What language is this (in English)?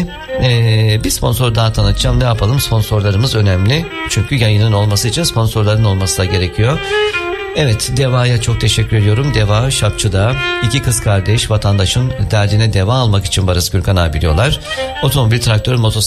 Turkish